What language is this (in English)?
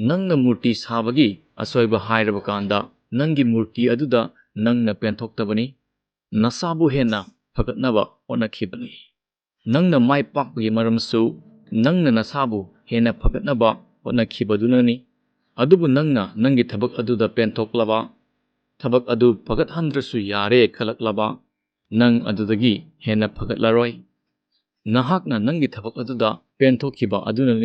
Manipuri